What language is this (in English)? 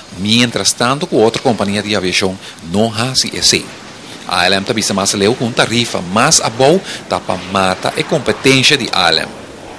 Papiamento